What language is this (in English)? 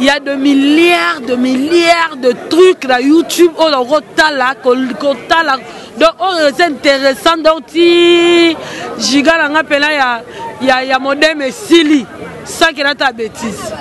Lingala